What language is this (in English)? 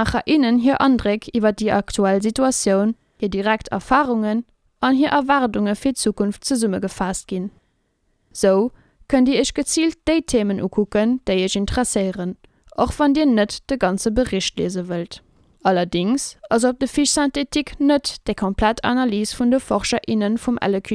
Luxembourgish